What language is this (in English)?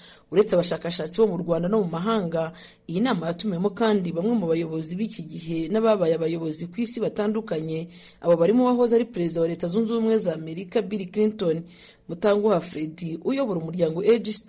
Kinyarwanda